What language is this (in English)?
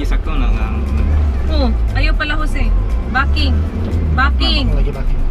Cebuano